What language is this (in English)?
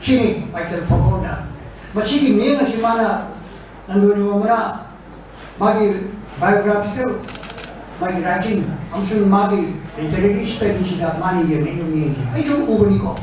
Manipuri